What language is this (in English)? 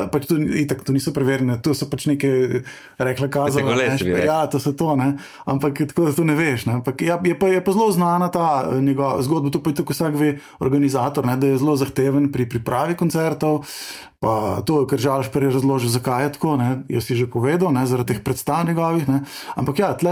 Slovenian